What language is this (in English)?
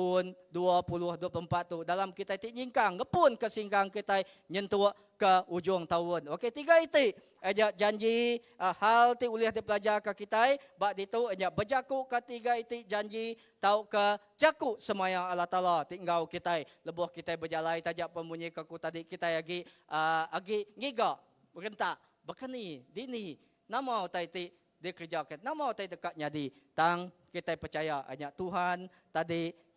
Iban